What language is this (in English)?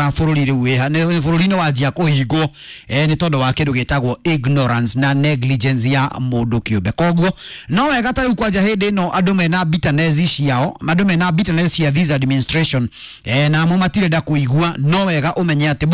Kikuyu